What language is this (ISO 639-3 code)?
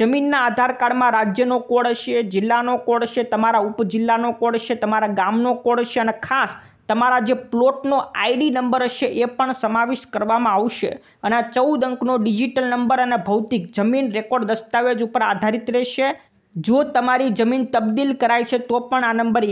guj